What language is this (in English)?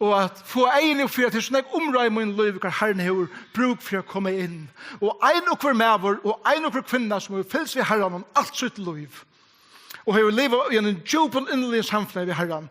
Faroese